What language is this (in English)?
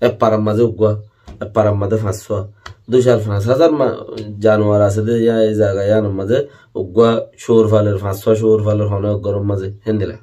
Rohingya